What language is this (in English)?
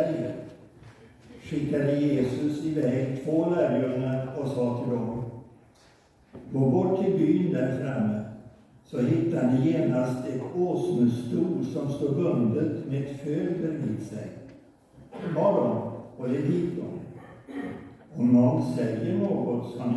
Swedish